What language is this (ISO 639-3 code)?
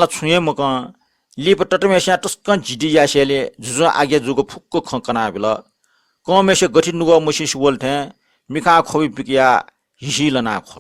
new